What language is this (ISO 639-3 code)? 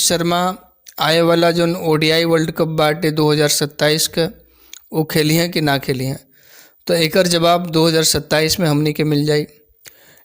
bho